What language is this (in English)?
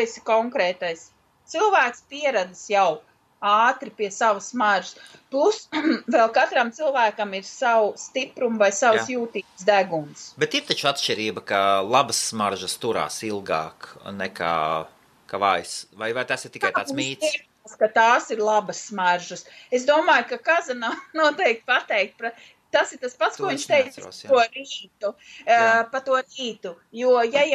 Latvian